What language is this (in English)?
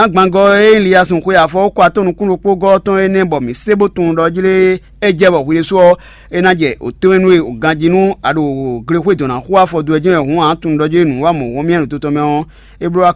Fon